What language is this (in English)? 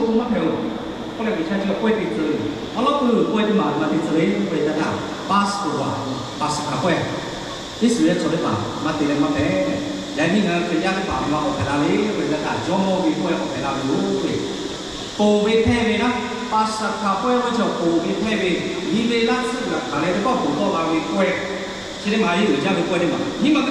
Lahu